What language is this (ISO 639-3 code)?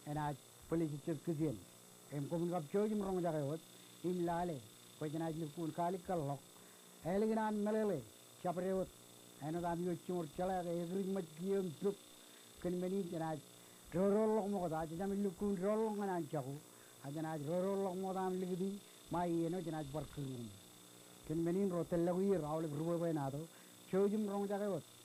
mah